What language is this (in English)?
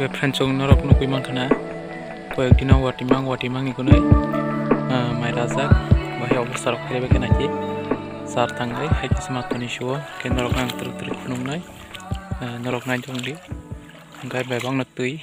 Kok Borok